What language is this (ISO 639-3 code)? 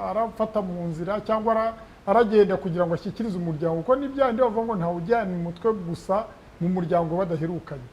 kin